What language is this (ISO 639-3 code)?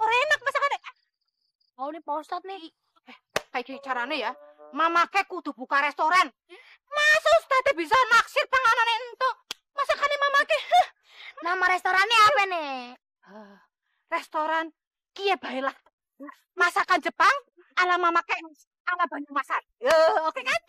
bew